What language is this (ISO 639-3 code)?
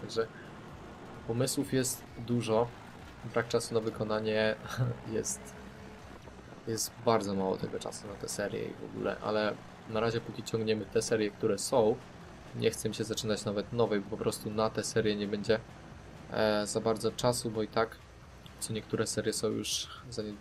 pol